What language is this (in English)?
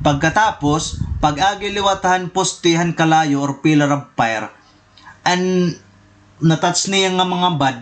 Waray